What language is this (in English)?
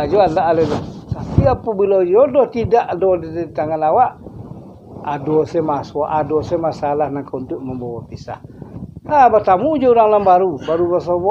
Minangkabau